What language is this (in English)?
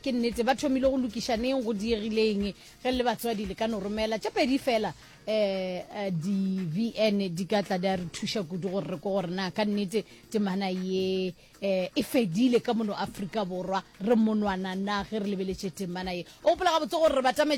Northern Sotho